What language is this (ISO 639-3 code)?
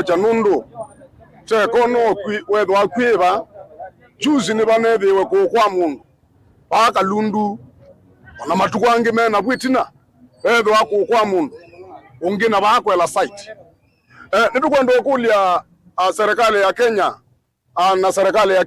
kam